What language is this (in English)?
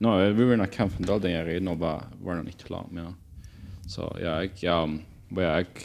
Plautdietsch